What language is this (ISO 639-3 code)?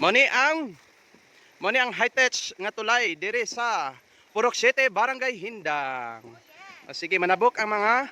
ceb